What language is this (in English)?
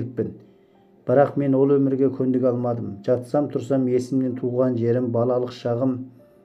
Kazakh